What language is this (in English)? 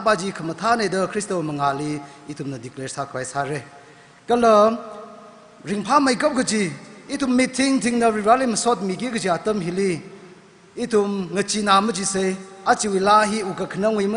Tangkhul Naga (India)